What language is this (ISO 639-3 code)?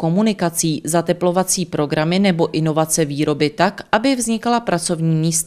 ces